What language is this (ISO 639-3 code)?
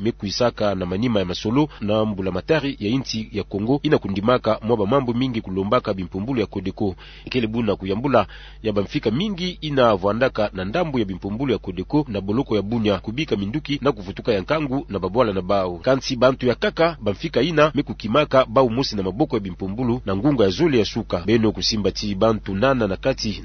ktu